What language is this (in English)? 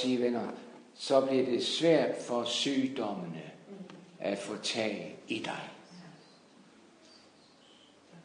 Danish